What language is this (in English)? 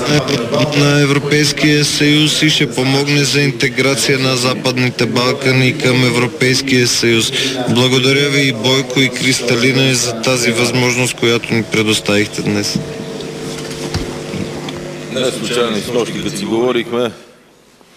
Bulgarian